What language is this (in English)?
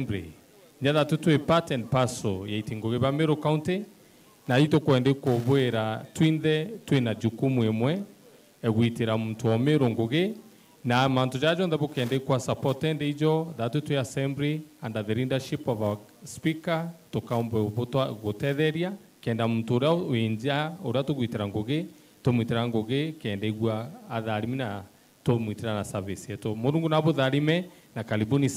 Meru